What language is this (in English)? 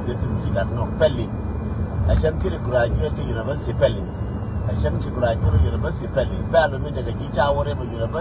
Nuer